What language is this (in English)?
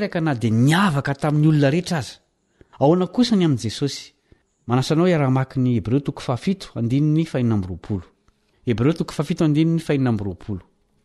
Malagasy